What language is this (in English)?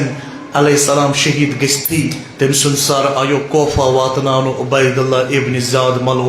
Kashmiri